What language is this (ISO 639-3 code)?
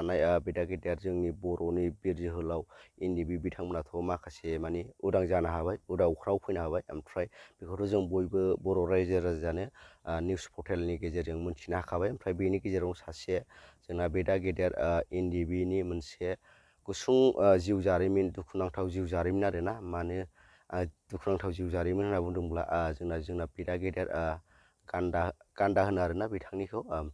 brx